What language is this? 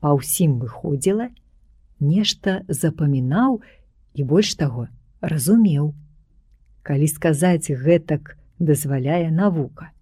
Belarusian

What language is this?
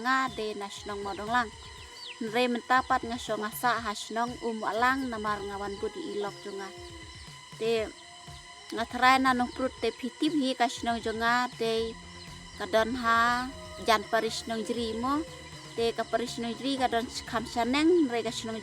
Khasi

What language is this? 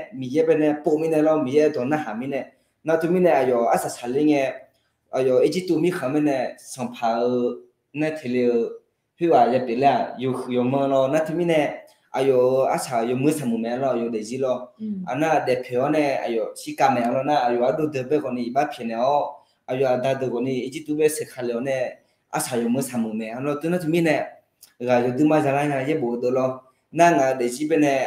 Akha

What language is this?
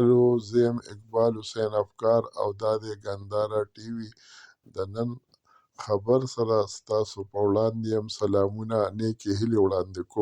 Pashto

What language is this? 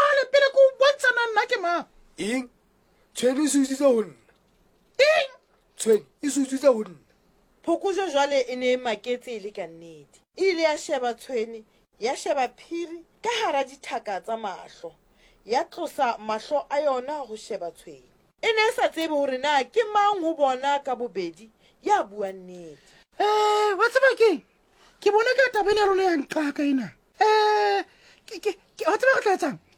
Southern Sotho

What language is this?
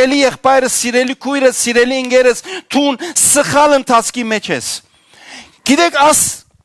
Western Armenian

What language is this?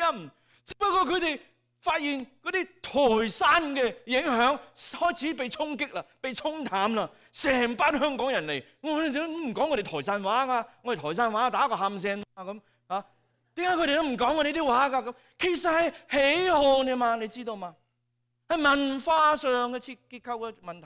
Cantonese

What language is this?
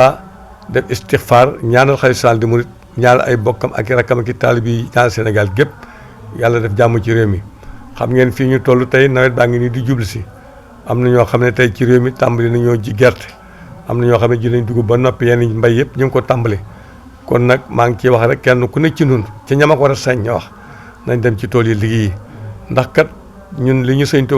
Wolof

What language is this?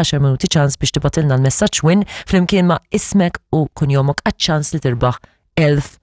Maltese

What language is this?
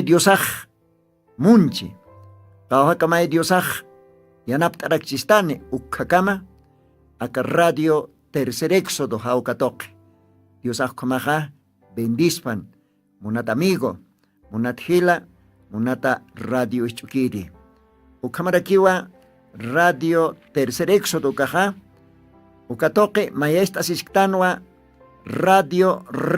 Aymara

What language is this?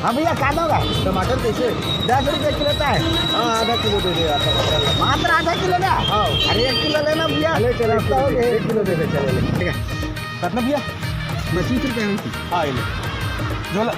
Chhattisgarhi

